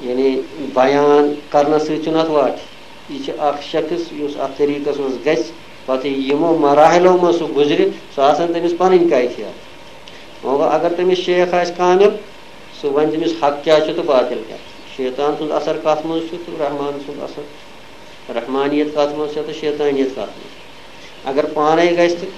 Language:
Kashmiri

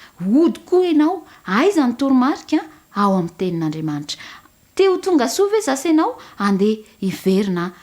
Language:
Malagasy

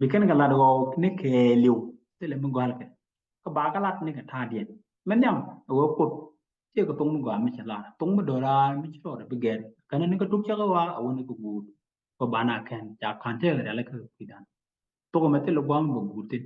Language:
Nuer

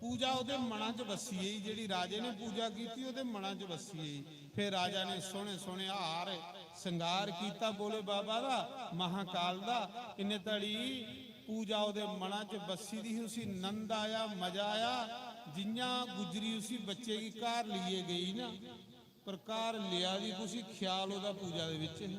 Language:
Dogri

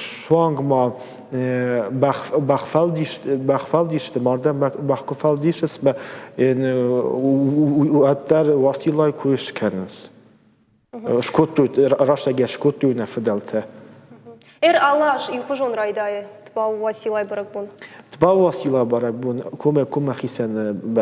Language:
Ossetic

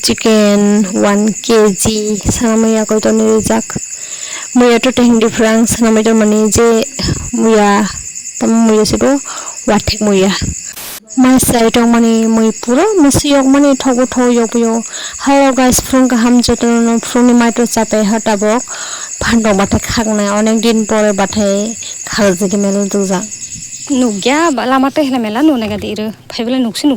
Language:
Kok Borok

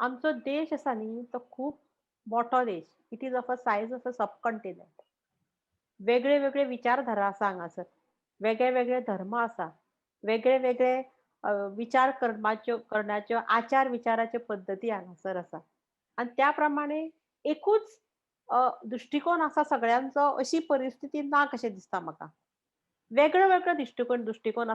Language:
Konkani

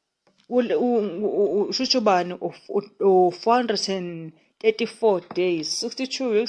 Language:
Zulu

